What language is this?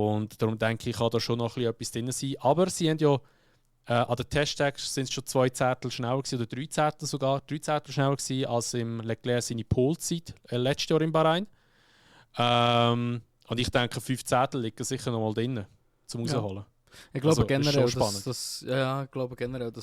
Swiss German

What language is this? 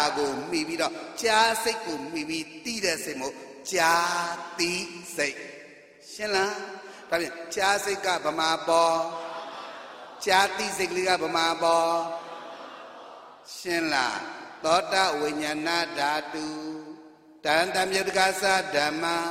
Burmese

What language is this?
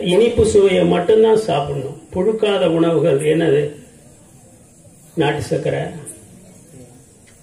Tamil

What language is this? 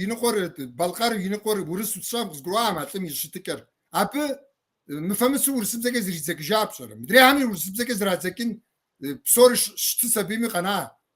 Kabardian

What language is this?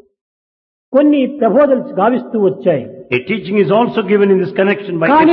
Telugu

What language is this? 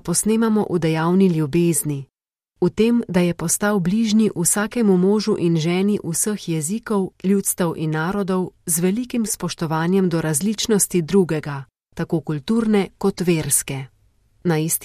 Slovenian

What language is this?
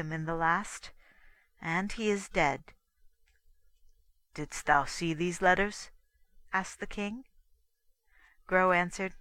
English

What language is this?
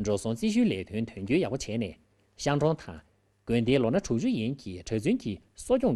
Tibetan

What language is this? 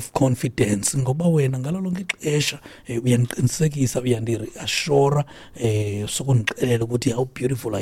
Xhosa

